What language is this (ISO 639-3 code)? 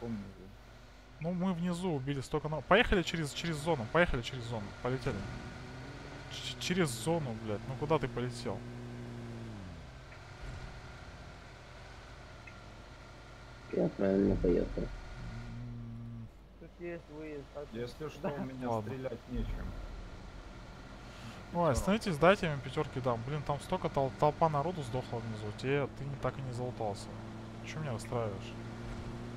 rus